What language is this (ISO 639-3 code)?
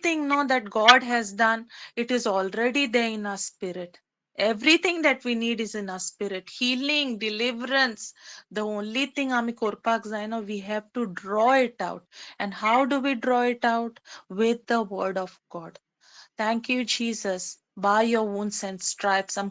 kok